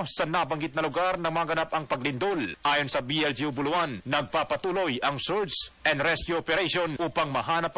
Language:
Filipino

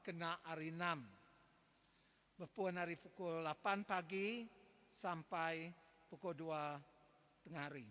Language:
Iban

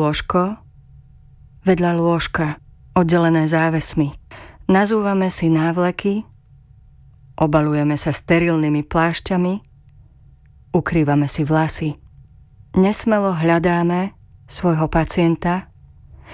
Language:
Slovak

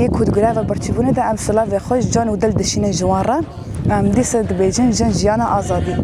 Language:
Kurdish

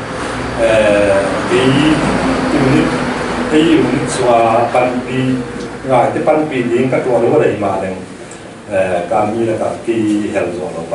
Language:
Paite Chin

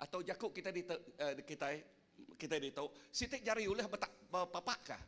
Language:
Iban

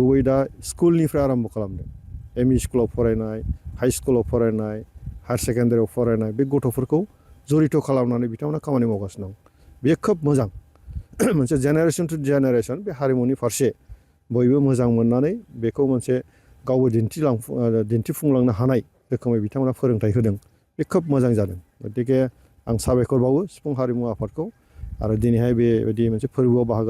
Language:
Bodo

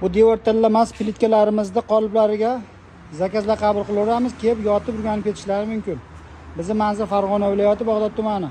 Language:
Uzbek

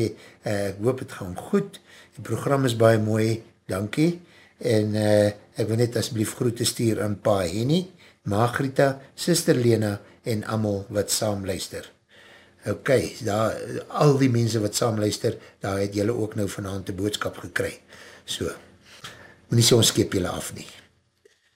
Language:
Afrikaans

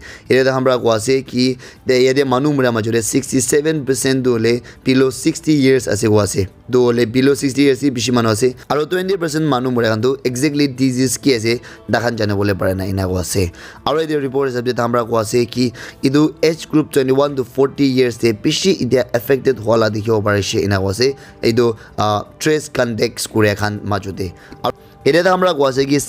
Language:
Naga Pidgin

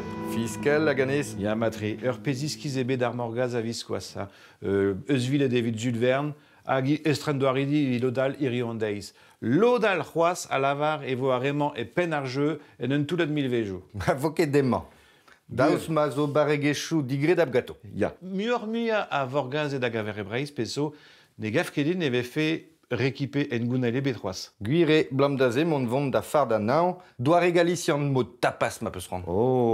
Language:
Breton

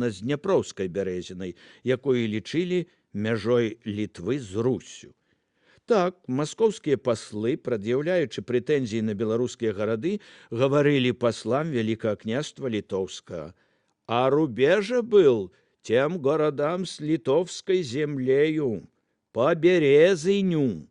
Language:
Belarusian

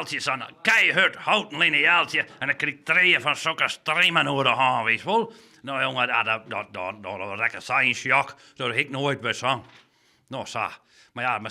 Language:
Western Frisian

